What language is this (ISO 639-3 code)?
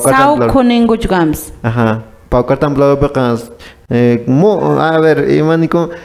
que